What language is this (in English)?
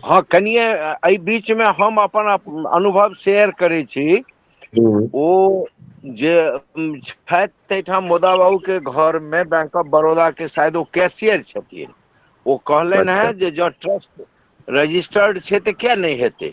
Maithili